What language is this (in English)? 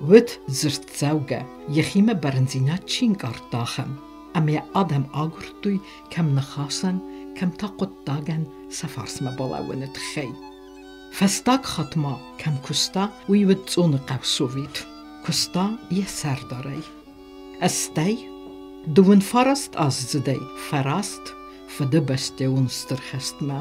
Ossetic